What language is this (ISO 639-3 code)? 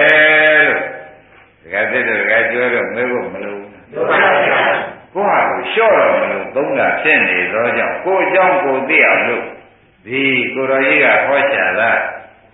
mya